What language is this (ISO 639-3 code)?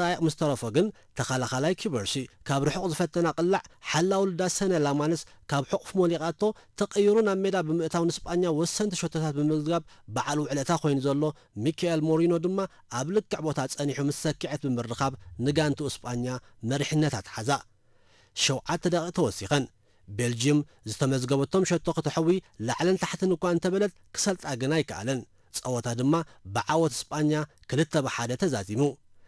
tir